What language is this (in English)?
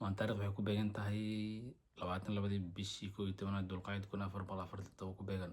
Somali